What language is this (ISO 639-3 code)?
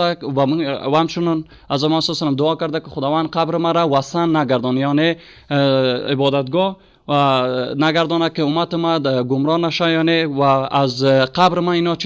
fas